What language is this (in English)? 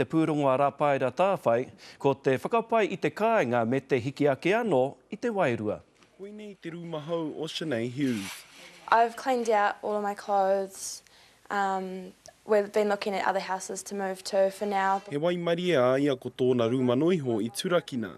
Māori